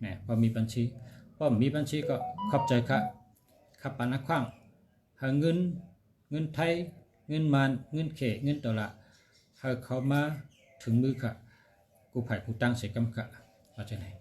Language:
Shan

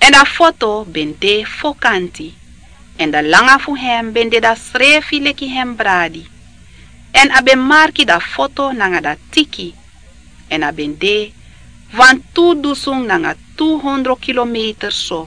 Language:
Sranan Tongo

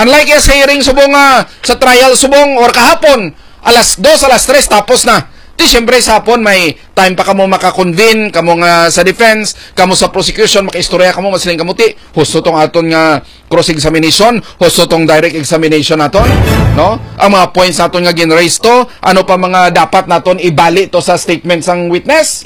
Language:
Hiligaynon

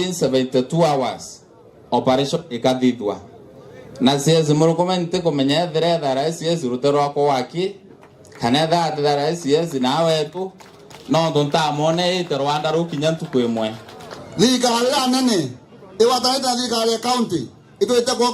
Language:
Meru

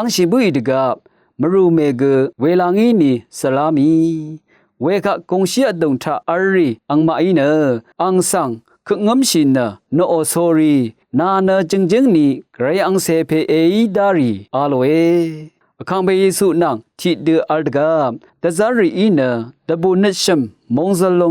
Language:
Rawang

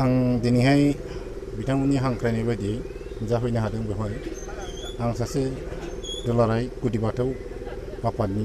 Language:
Bodo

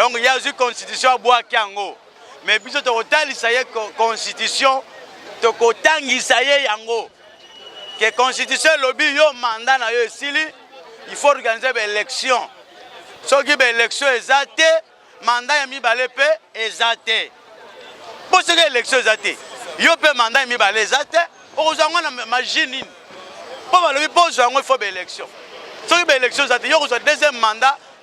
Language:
Lingala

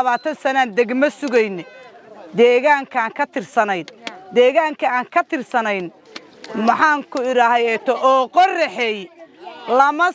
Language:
Somali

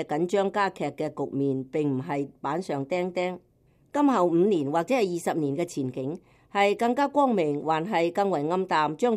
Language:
Cantonese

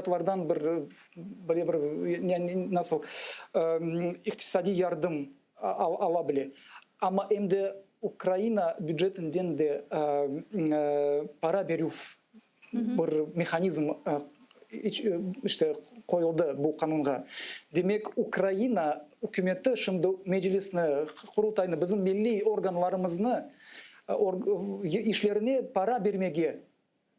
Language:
Crimean Tatar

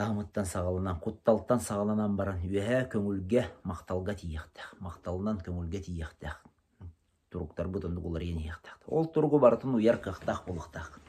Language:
Yakut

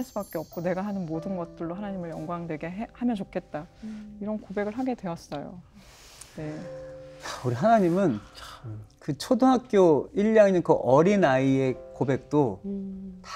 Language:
Korean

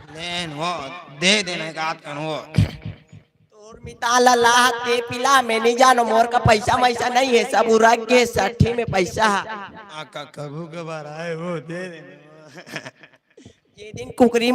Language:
Chhattisgarhi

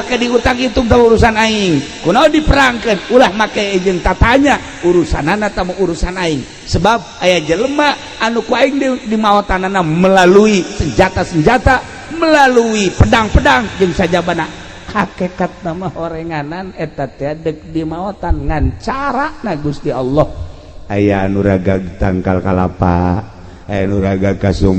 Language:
Sundanese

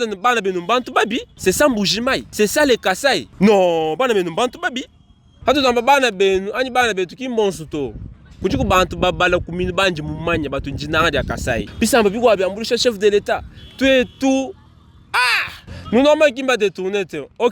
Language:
Luba-Lulua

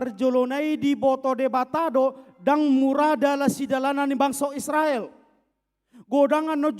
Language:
Batak Toba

